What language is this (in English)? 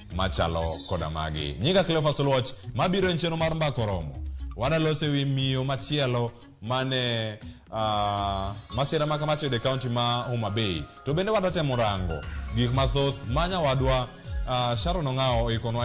Luo (Kenya and Tanzania)